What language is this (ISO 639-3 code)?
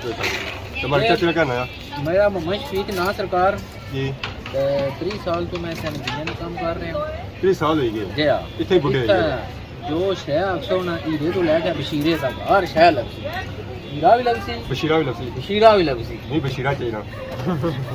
phr